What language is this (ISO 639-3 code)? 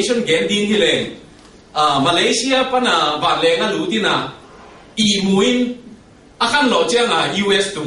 ctd